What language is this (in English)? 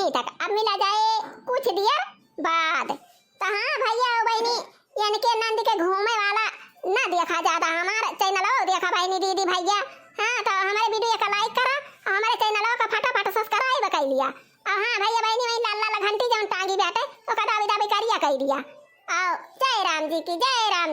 Awadhi